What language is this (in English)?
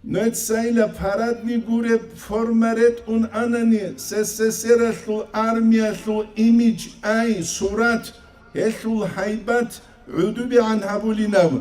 Avaric